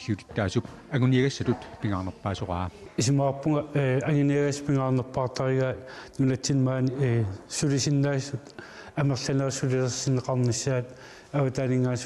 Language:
Kalaallisut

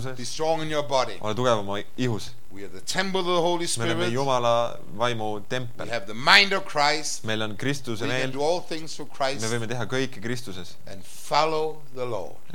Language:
Estonian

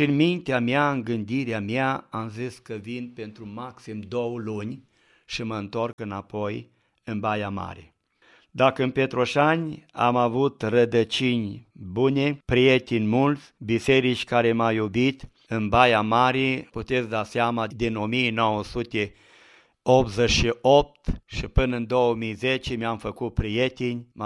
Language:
Romanian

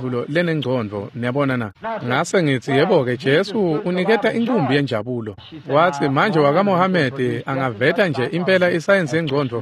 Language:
Swati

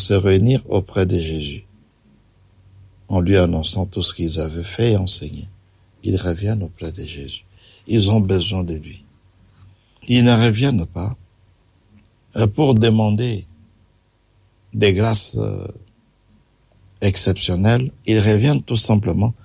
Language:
French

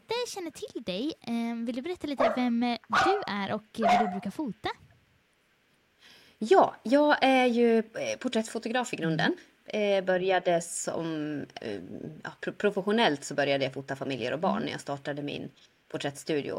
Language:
Swedish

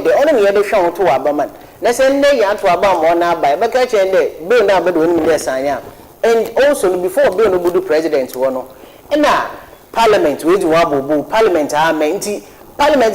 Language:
Akan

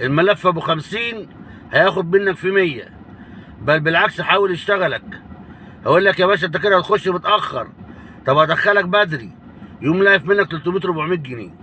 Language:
Egyptian Arabic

